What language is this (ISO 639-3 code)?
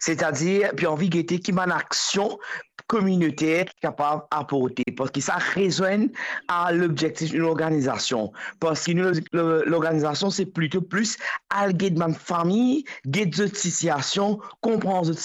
mfe